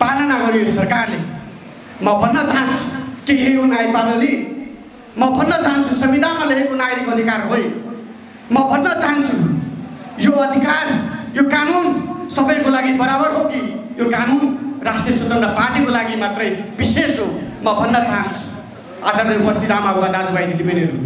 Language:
Nepali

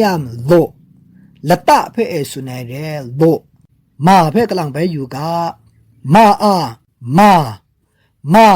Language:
Kachin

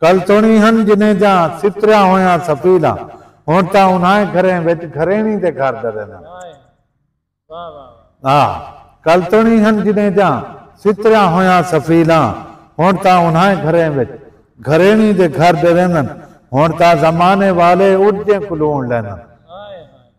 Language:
Saraiki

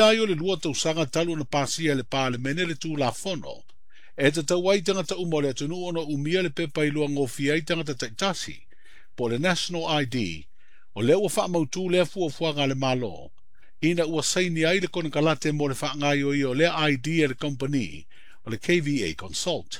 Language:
Samoan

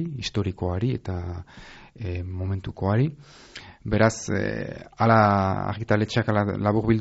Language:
Basque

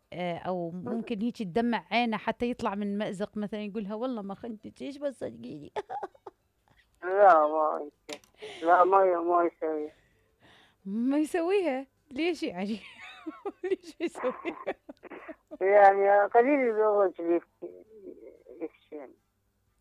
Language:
Mesopotamian Arabic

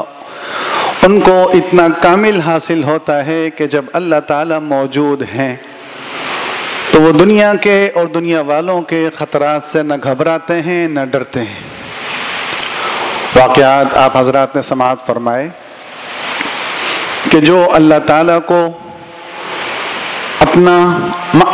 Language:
Urdu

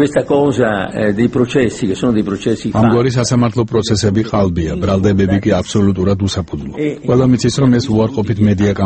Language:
Georgian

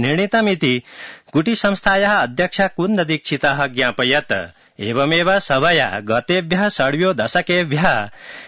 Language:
Sanskrit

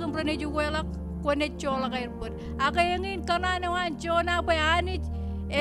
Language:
Marshallese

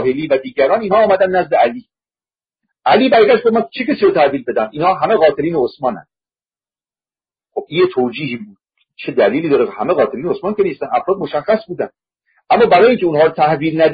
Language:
Persian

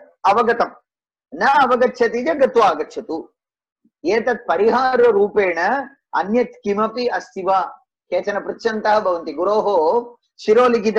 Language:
Sanskrit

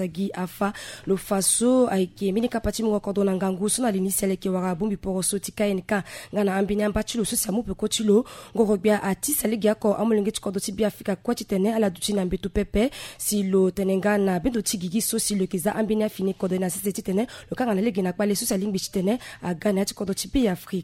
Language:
Sango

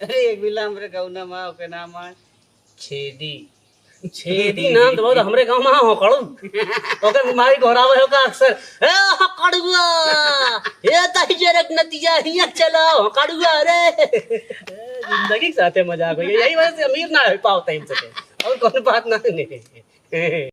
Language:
Awadhi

